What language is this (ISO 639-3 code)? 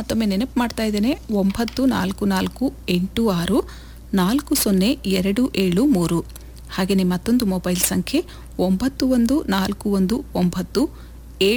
kan